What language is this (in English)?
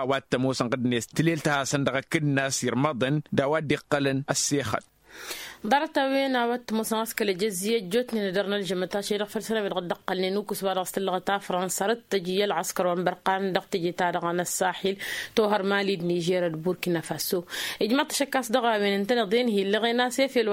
Tamasheq